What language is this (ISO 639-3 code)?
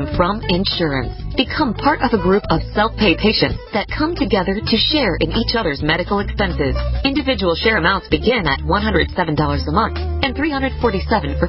eng